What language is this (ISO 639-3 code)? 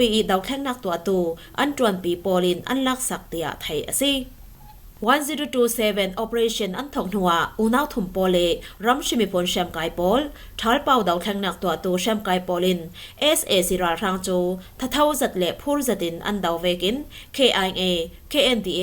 cfm